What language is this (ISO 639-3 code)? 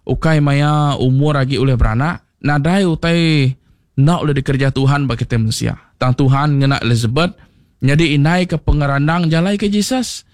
iba